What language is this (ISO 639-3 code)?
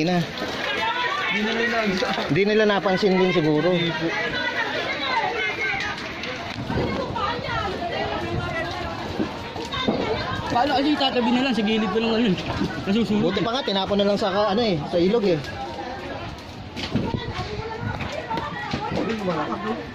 fil